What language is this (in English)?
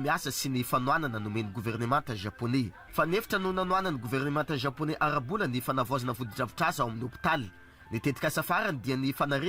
Malagasy